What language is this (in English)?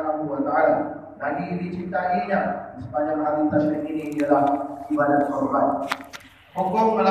Malay